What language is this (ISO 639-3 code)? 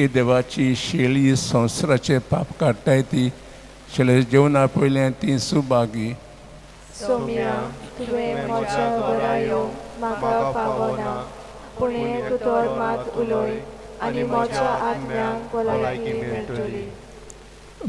kok